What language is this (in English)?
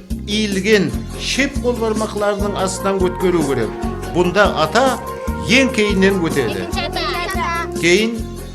Kara-Kalpak